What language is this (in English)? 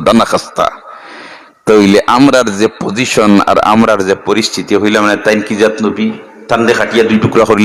Sylheti